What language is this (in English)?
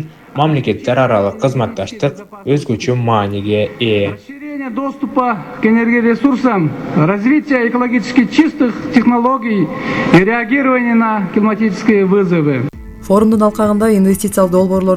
Kyrgyz